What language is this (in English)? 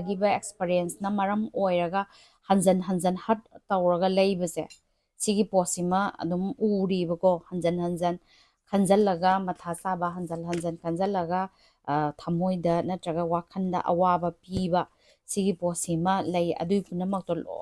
Manipuri